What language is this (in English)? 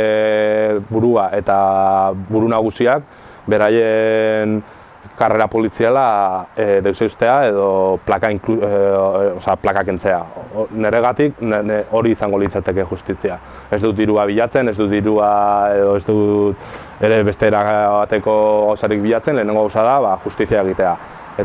Basque